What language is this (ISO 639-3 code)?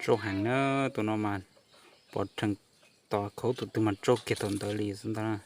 hmn